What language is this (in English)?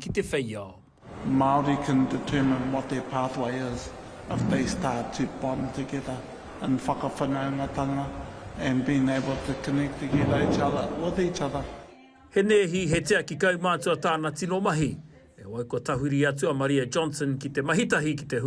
Māori